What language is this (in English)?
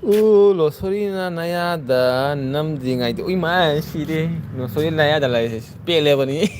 Manipuri